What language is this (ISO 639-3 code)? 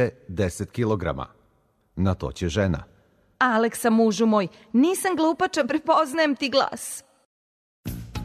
srp